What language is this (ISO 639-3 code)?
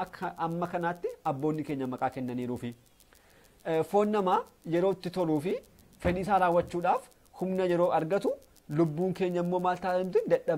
orm